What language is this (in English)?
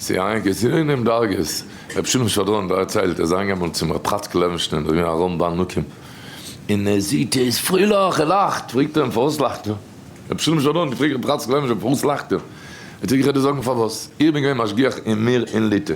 Yiddish